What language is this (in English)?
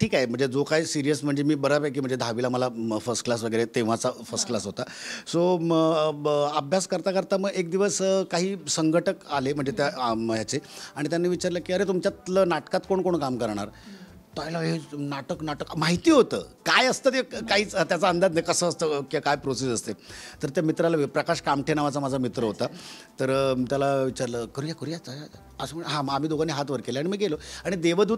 Marathi